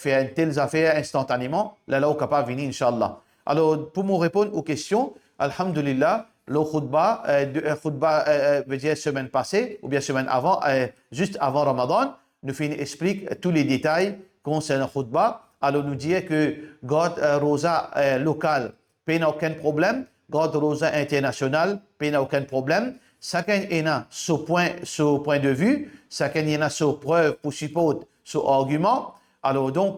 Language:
Morisyen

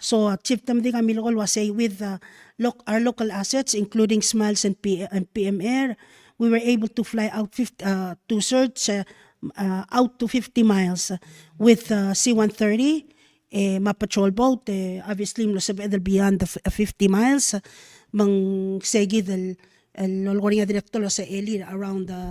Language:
Palauan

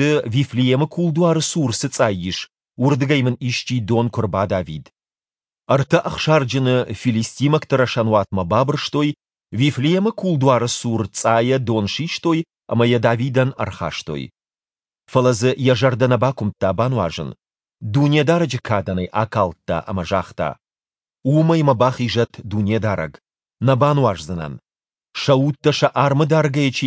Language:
Ossetic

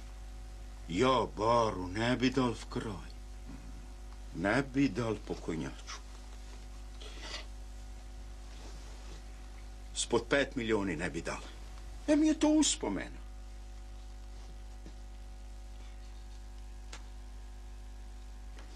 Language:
Croatian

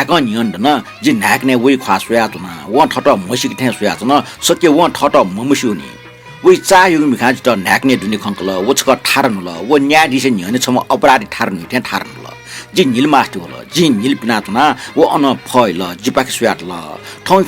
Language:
Newari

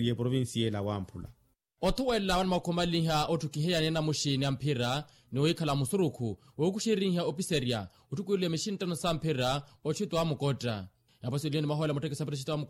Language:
Makhuwa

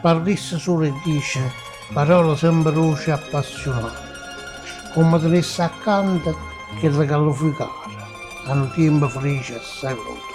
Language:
Neapolitan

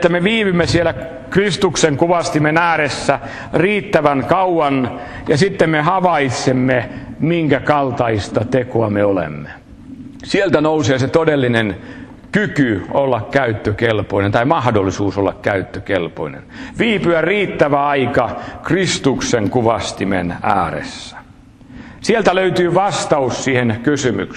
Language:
Finnish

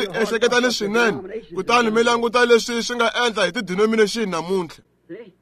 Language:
Tsonga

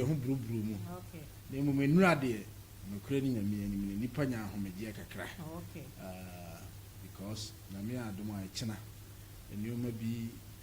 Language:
Akan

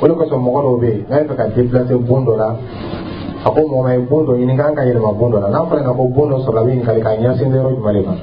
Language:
Dyula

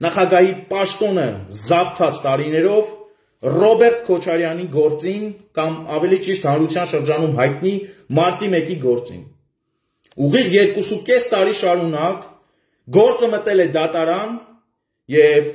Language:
Armenian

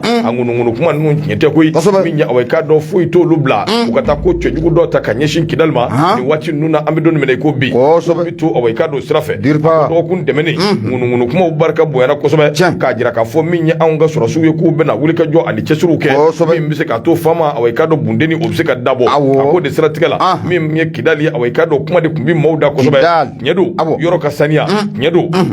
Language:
Bambara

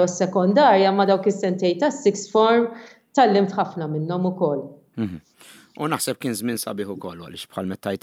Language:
Maltese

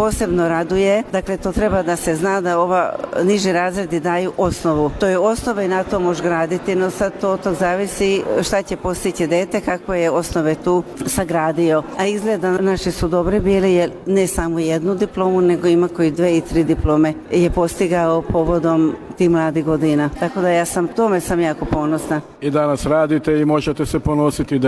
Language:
Serbian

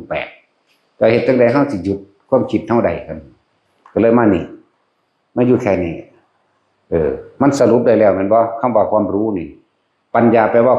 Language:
Northeastern Thai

